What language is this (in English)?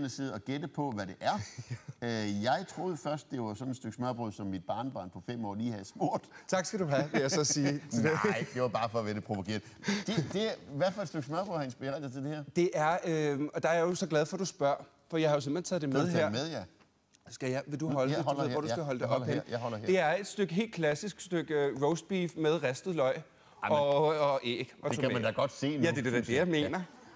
Danish